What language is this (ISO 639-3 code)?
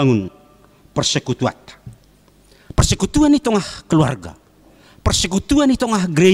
bts